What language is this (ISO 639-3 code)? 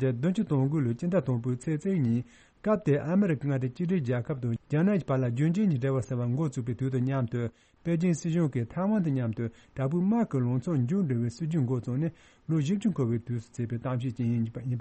bod